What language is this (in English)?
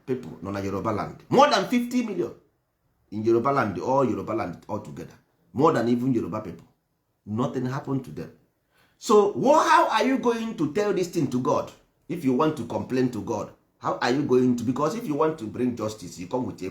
Igbo